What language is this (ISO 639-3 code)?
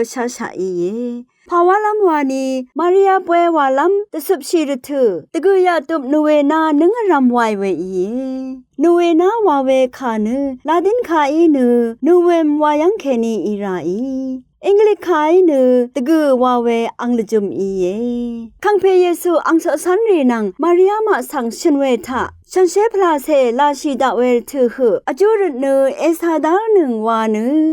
raw